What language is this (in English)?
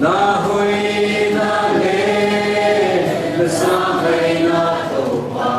Paite Chin